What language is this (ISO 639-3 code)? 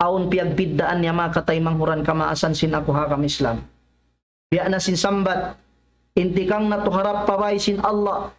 tsg